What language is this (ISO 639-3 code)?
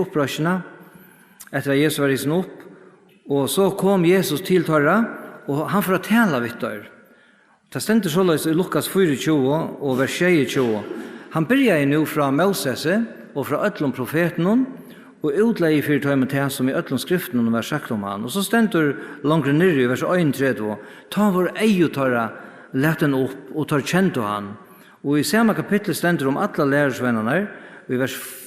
fao